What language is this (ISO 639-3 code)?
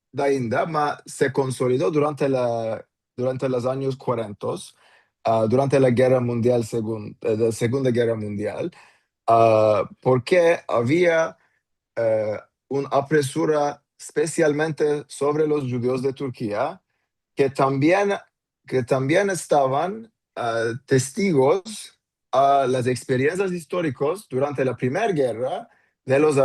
lad